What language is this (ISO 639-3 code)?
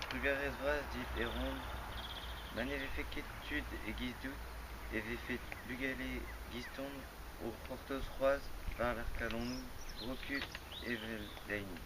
bre